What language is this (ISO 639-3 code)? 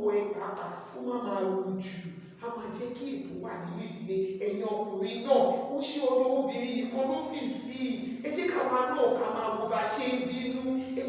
yor